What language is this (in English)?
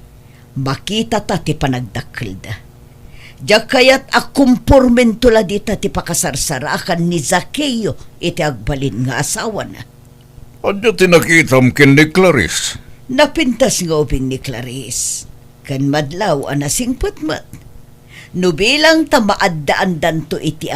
Iloko